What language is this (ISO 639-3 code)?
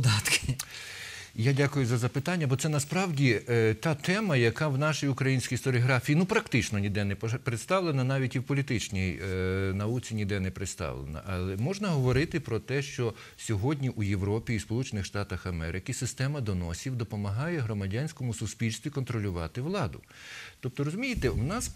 ukr